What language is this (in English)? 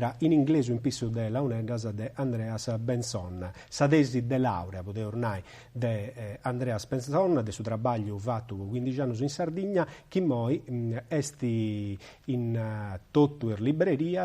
Sardinian